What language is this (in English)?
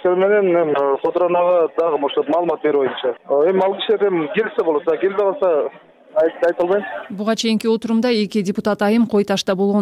Kyrgyz